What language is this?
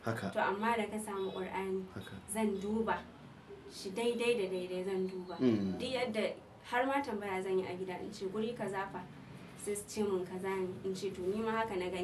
Hausa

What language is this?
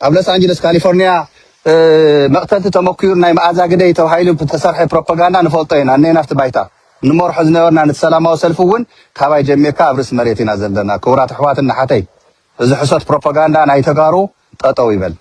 Tigrinya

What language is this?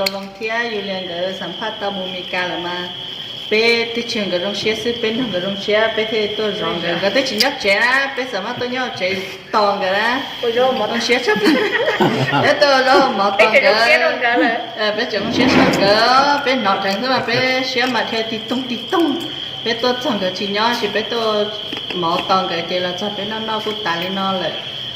Hmong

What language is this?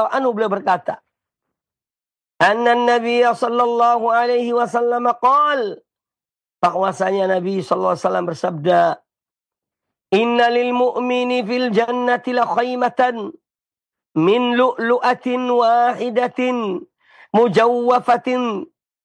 Indonesian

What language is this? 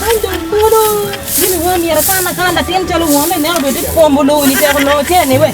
Acoli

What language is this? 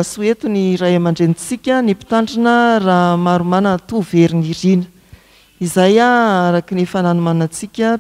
Malagasy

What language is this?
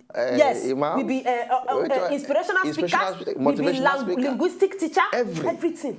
Nigerian Pidgin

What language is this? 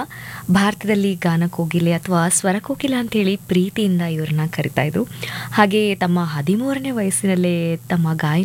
Kannada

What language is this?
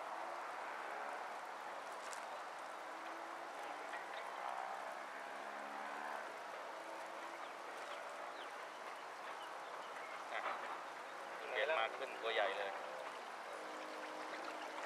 Thai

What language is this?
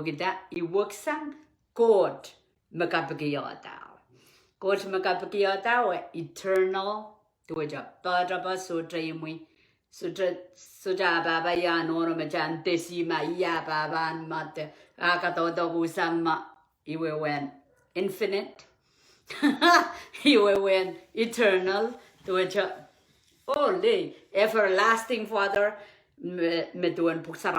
Pohnpeian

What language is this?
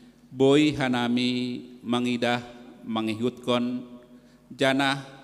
Batak Simalungun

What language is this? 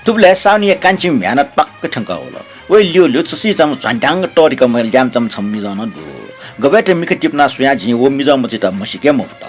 Newari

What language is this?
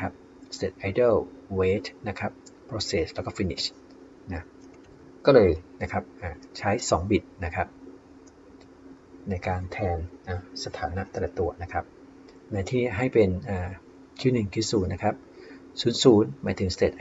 Thai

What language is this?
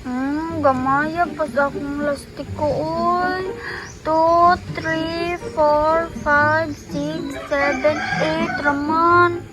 Cebuano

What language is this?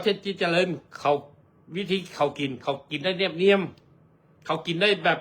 Lao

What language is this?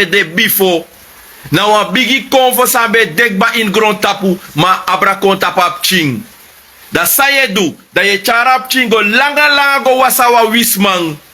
Sranan Tongo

